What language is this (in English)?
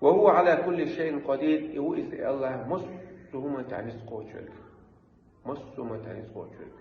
Chechen